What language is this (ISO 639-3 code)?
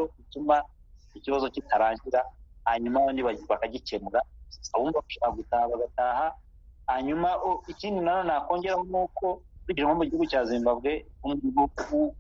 kin